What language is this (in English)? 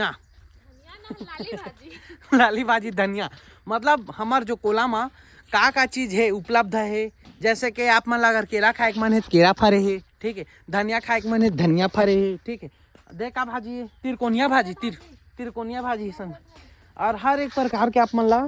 Chhattisgarhi